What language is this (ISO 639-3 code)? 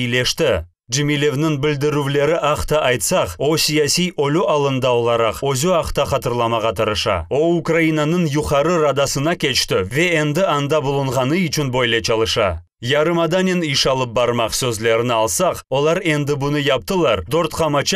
crh